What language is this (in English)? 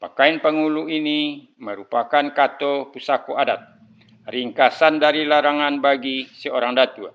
Minangkabau